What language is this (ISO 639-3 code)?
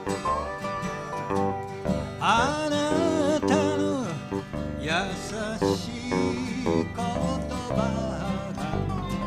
jpn